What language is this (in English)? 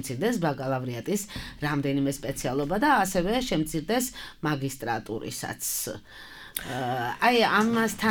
Georgian